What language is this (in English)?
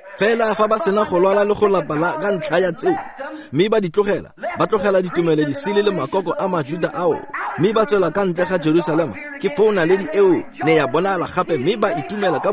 Tswana